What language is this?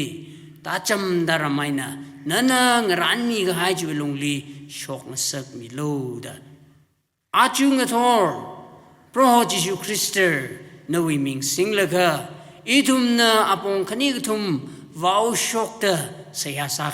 Tangkhul Naga (India)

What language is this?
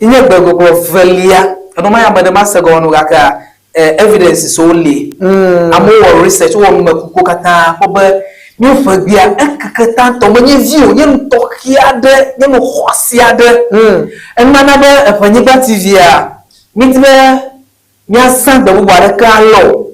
Ewe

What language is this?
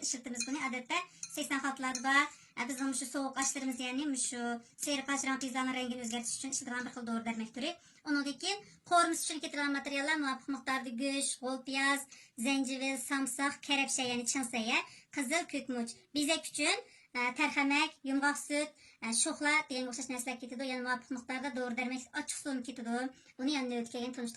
Uyghur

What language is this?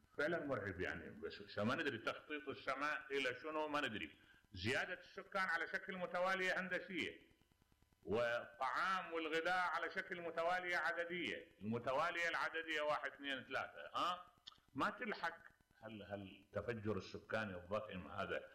Mesopotamian Arabic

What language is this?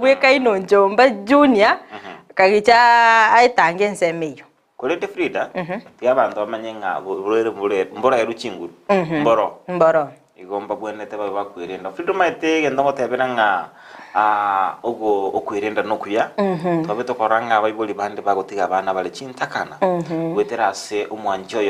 Gusii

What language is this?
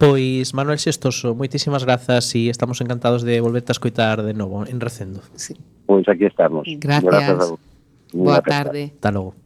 Galician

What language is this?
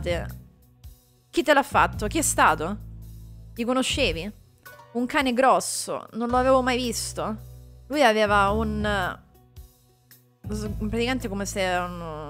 Italian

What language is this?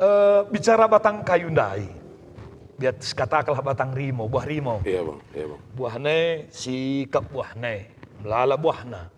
Batak Karo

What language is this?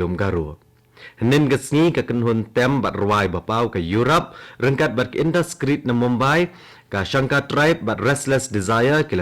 Khasi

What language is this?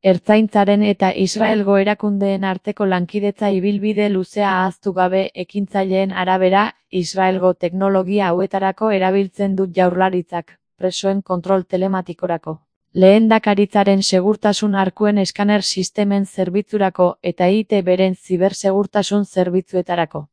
Basque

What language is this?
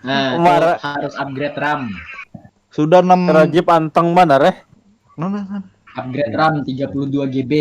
Banjar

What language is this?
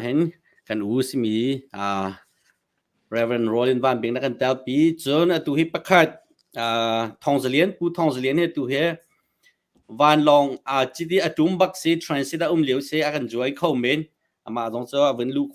Hakha Chin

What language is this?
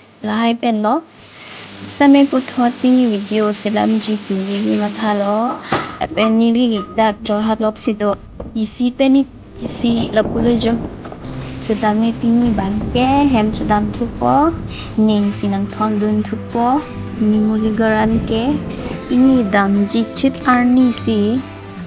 Karbi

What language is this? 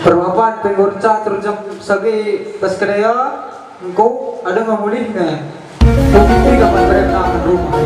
Batak Karo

